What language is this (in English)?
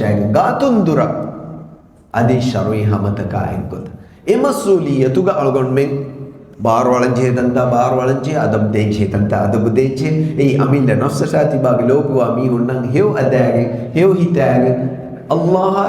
Divehi